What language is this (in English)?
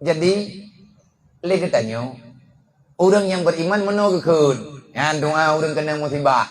Achinese